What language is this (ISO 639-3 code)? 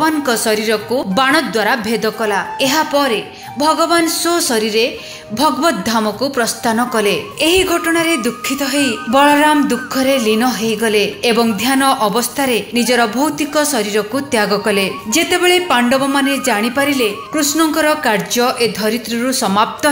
ori